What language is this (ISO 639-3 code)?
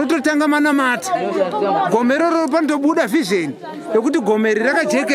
sna